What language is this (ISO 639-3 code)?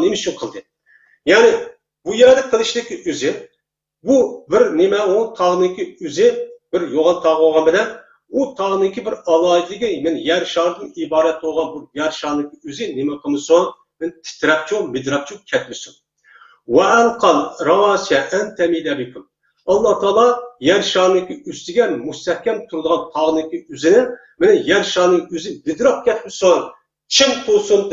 uig